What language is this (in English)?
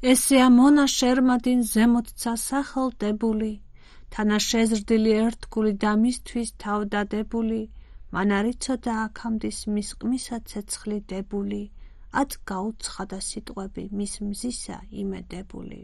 Georgian